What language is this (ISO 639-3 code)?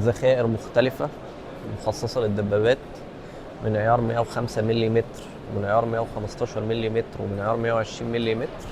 arz